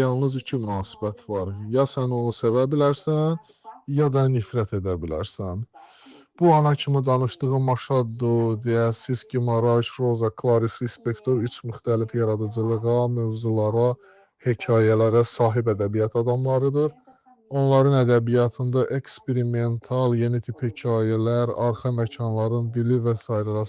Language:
Azerbaijani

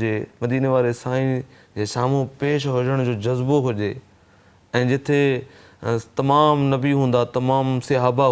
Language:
Sindhi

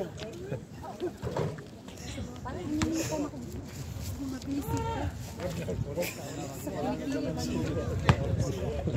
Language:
Filipino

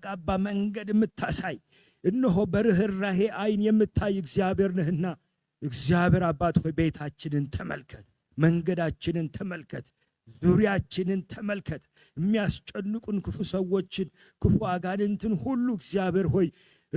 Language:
Amharic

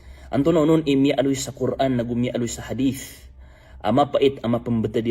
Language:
Maranao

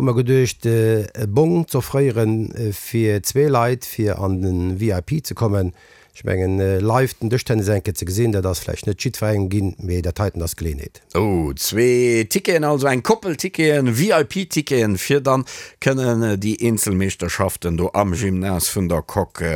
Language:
Luxembourgish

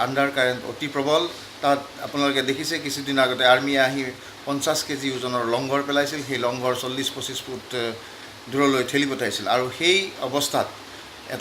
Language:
Assamese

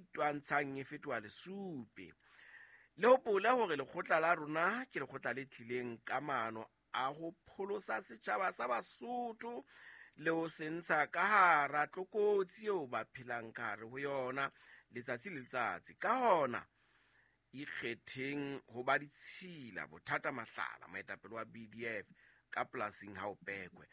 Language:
Southern Sotho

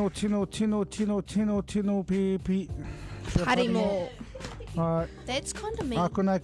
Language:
Māori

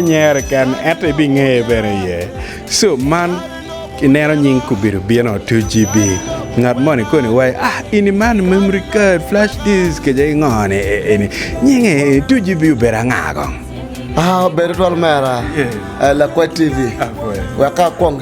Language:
Acoli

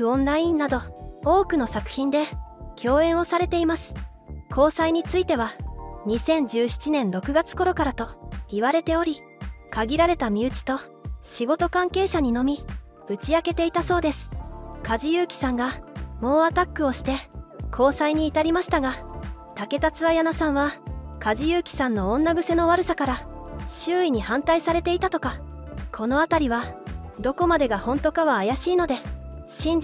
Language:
Japanese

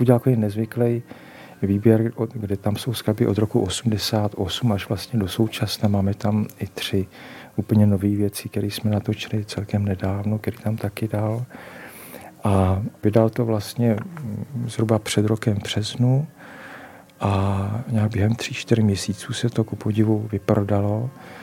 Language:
Czech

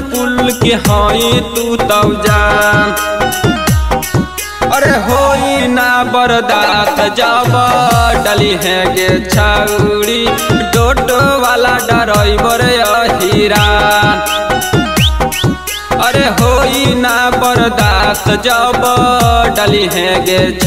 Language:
Magahi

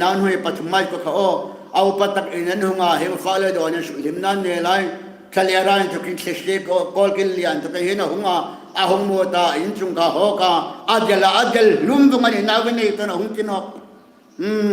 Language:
Hmar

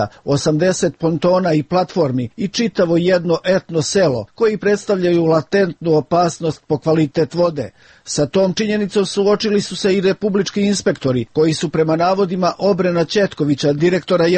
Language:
Serbian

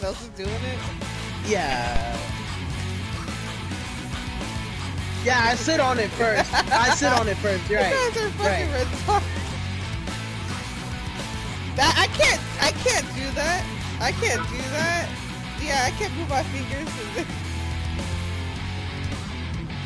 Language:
English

